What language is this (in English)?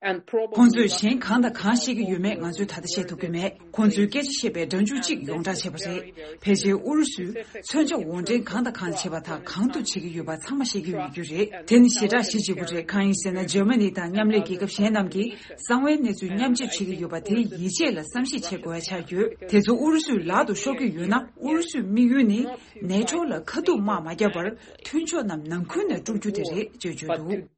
Tibetan